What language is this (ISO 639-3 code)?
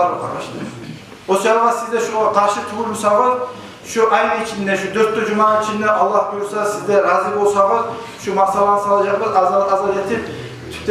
kum